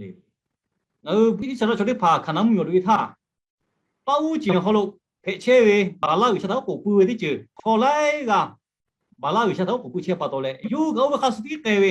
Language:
Lahu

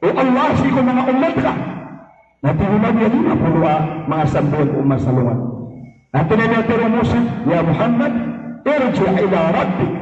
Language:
Maranao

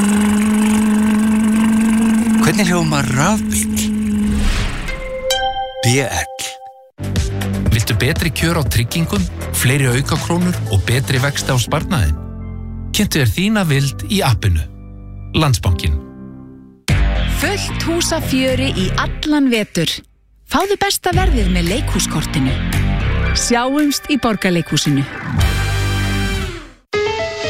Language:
Icelandic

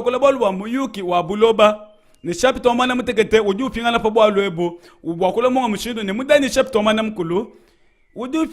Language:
Luba-Lulua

